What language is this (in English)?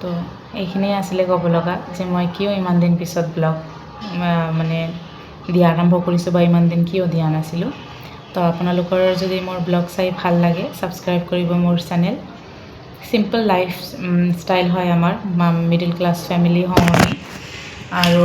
Assamese